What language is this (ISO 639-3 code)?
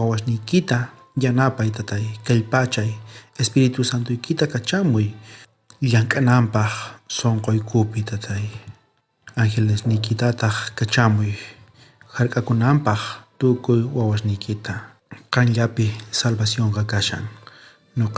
quh